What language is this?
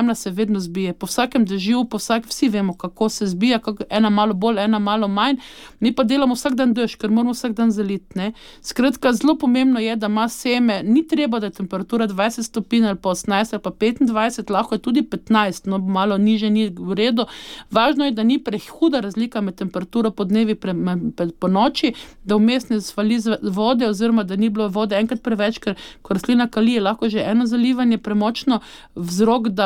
Slovenian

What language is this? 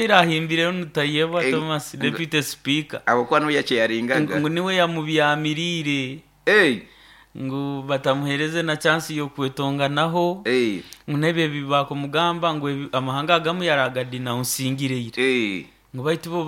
Nyoro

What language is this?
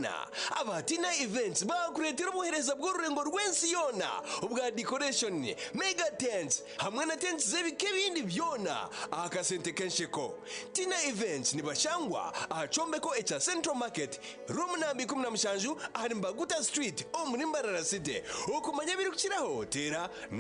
Nyankole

